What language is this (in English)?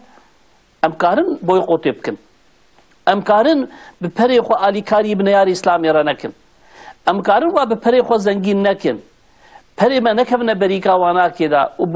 Kurdish